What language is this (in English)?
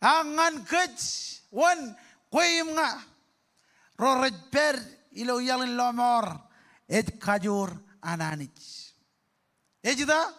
Marshallese